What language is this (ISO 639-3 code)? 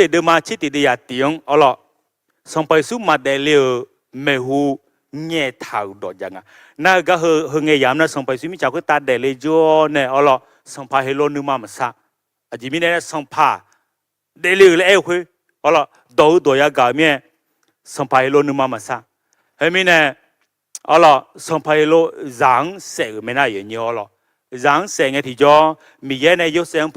ahk